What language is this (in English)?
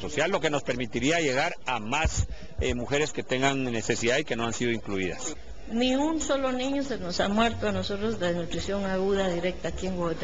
Spanish